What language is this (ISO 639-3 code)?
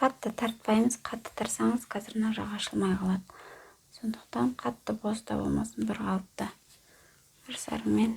kaz